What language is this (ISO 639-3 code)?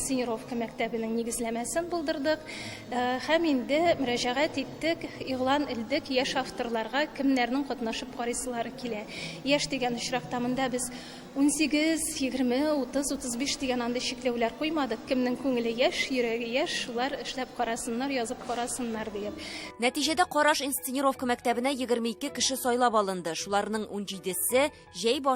tat